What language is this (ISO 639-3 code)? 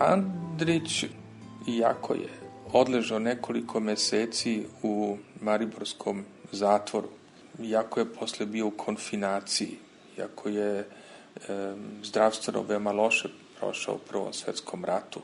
srp